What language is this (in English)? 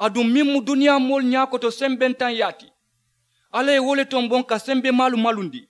Mandingo